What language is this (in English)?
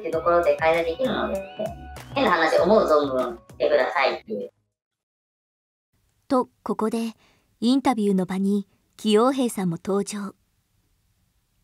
Japanese